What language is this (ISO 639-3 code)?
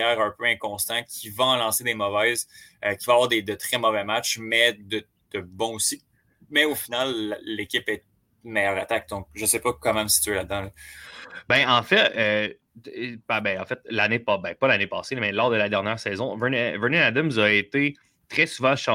fra